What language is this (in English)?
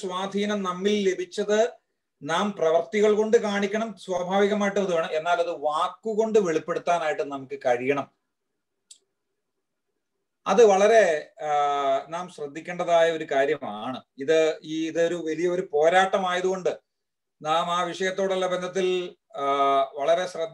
Malayalam